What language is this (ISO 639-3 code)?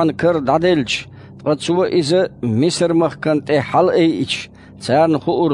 che